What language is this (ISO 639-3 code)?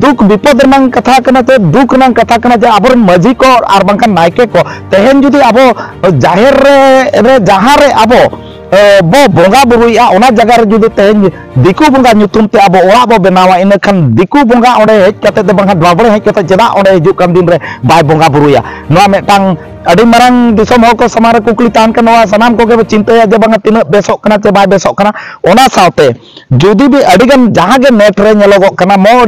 sat